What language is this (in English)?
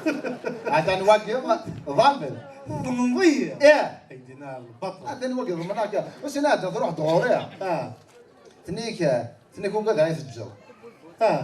Kabyle